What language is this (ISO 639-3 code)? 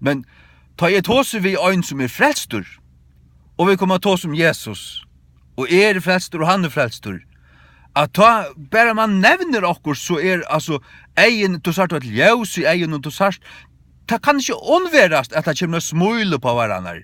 fao